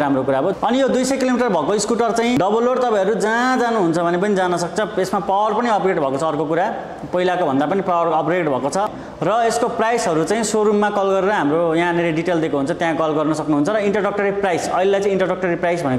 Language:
Nepali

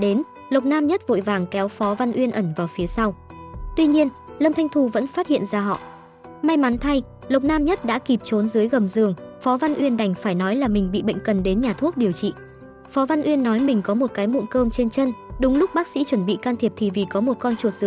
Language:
Vietnamese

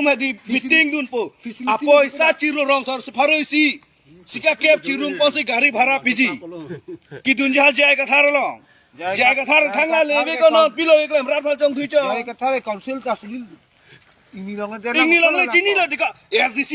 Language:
Karbi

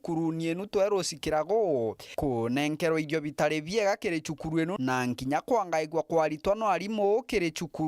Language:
Meru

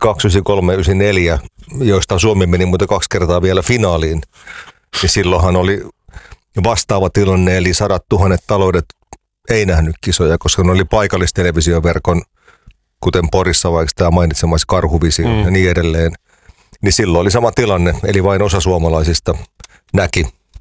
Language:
Finnish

